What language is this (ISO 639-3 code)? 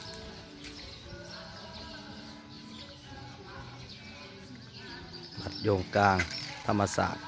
lao